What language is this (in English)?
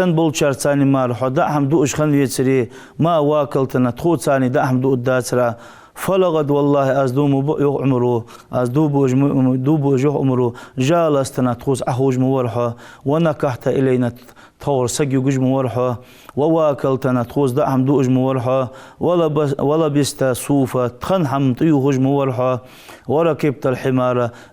Ingush